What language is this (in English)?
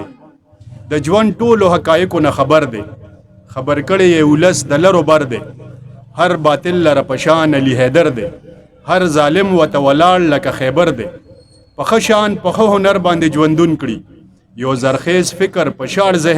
Pashto